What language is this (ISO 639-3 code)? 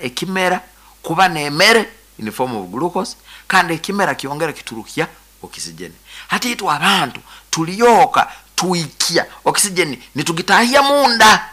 nyo